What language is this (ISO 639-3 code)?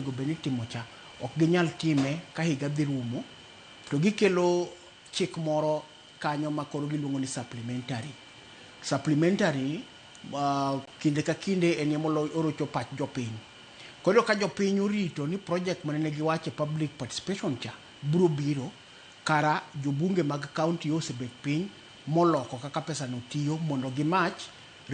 luo